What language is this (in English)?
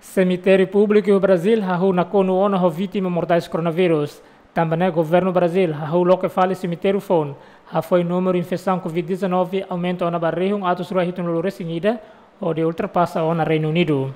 Tetum